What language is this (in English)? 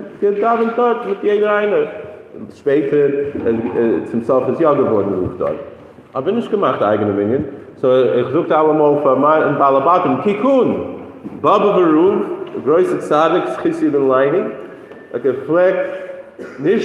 Yiddish